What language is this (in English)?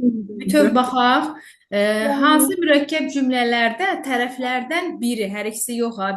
Azerbaijani